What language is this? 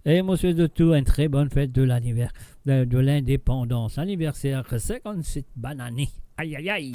Morisyen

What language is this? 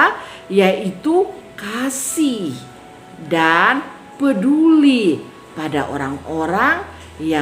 Kupang Malay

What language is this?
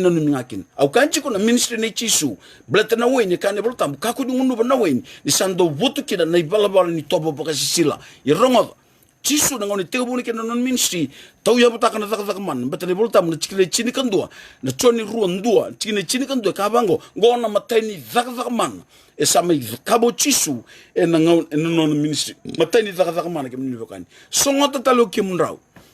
Fijian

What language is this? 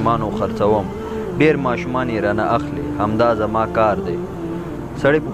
Pashto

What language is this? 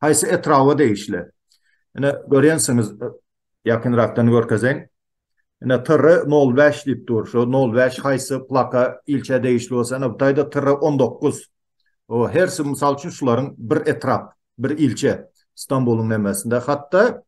Turkmen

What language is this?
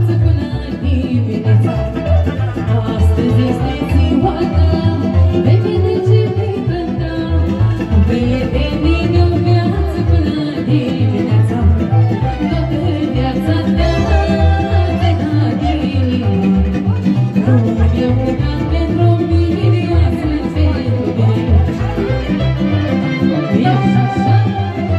Romanian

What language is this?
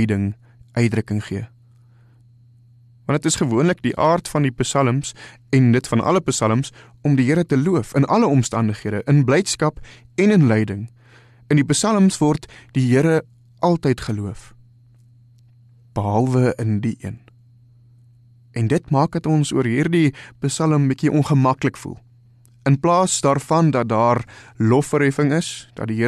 Afrikaans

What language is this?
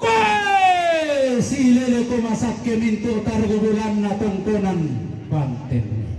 Toraja-Sa'dan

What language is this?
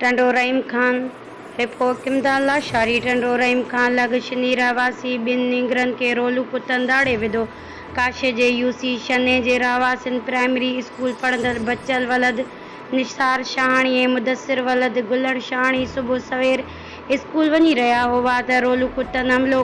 Sindhi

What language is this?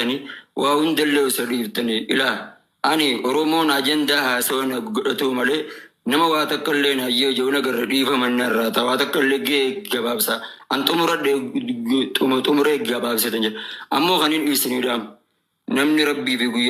Oromo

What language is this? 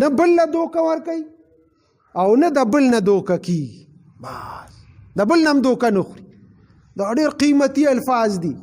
Pashto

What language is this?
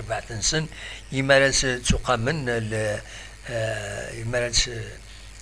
Kabyle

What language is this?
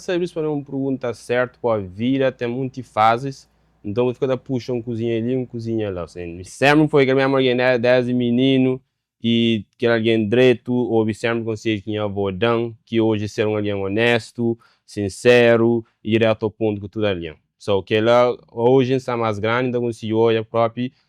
Kabuverdianu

